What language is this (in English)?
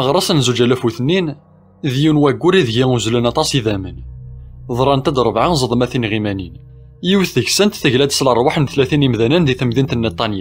Kabyle